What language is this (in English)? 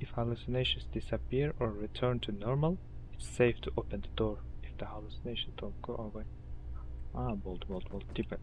Kara-Kalpak